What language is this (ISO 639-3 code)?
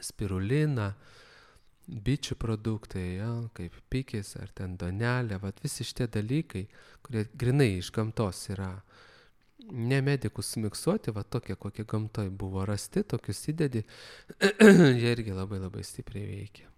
lit